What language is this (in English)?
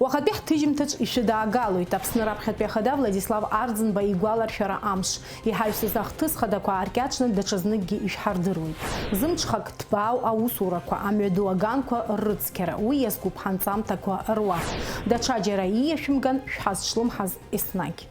Abkhazian